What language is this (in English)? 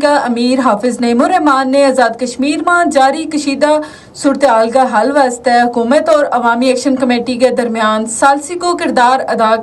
Gujari